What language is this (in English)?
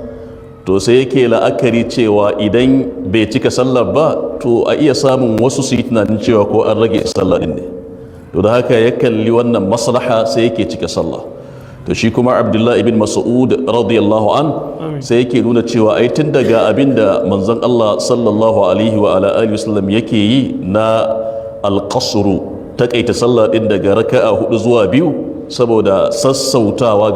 Hausa